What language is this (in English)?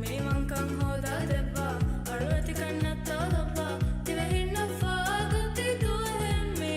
Divehi